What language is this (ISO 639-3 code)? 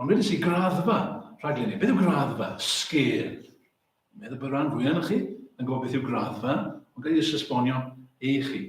cym